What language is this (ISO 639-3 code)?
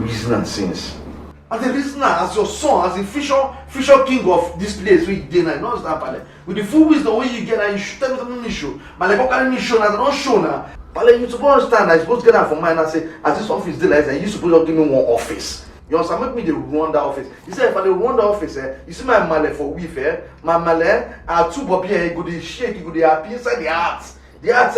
pcm